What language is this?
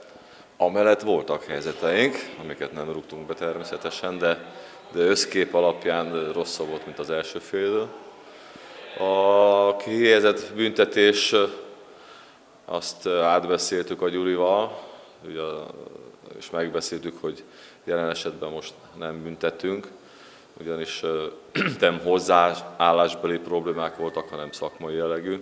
Hungarian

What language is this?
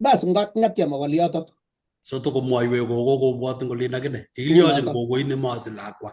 Kalenjin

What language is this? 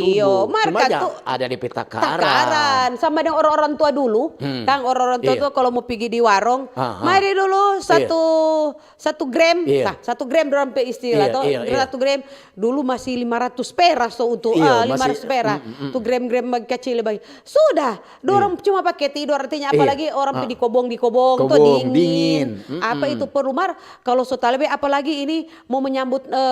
Manado Malay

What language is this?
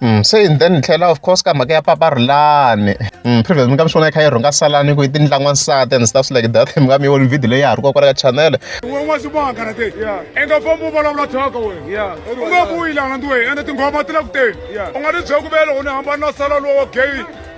Tsonga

